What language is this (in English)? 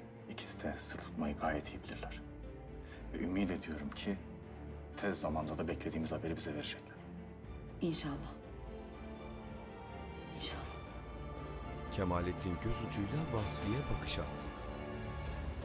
Turkish